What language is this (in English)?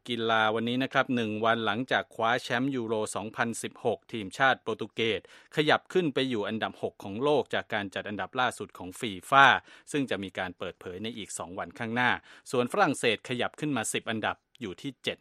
Thai